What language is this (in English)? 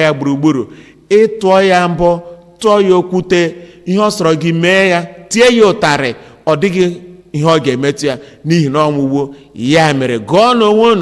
Igbo